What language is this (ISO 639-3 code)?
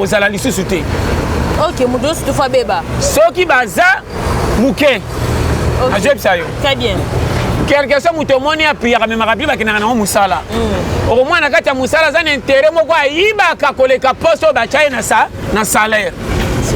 lin